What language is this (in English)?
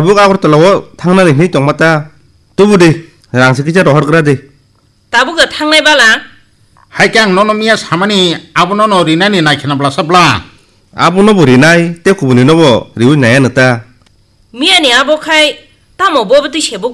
Kok Borok